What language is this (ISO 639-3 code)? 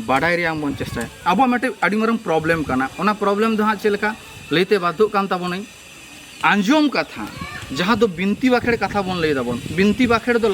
sat